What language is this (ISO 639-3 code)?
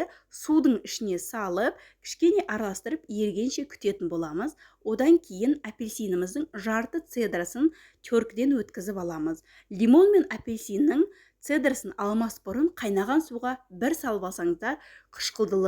kaz